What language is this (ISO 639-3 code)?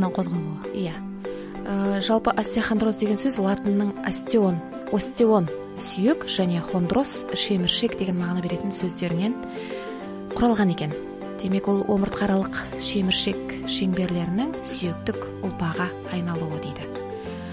kaz